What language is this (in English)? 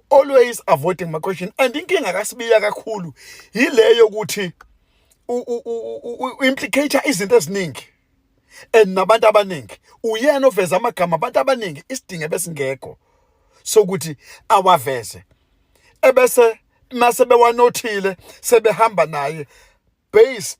Zulu